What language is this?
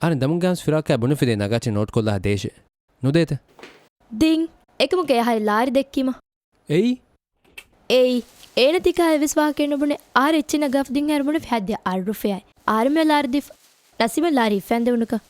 Divehi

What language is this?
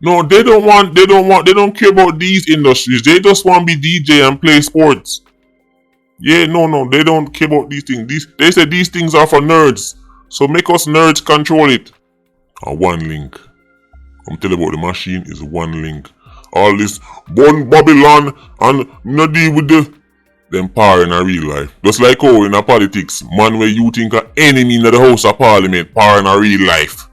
Jamaican Creole English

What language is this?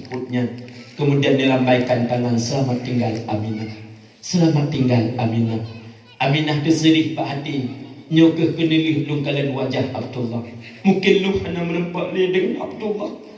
Achinese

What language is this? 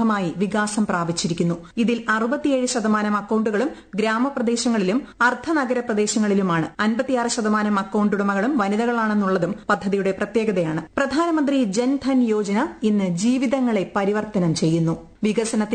Malayalam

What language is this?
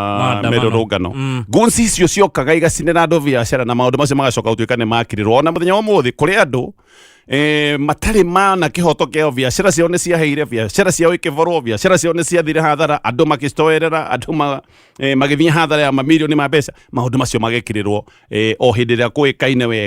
Kikuyu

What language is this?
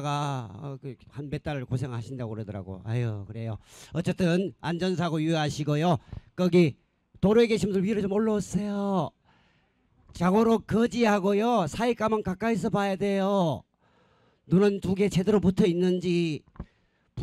Korean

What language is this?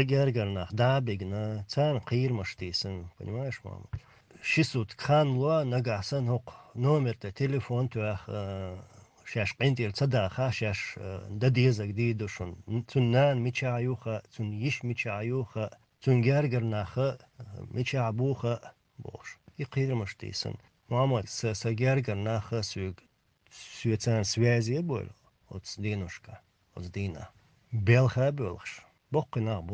Chechen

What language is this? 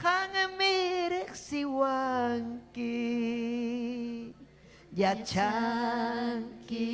Ayacucho Quechua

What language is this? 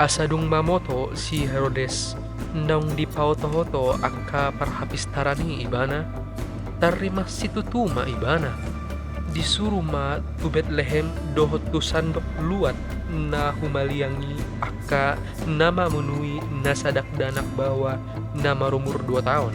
Batak Toba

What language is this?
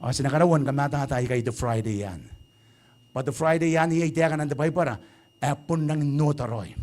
Gilbertese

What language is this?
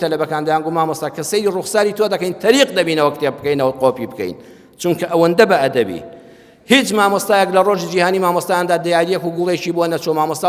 Central Kurdish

